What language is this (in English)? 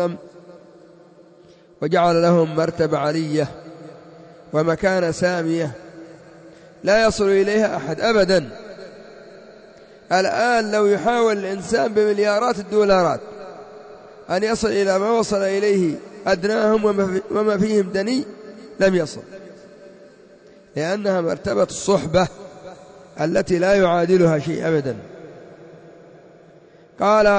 Arabic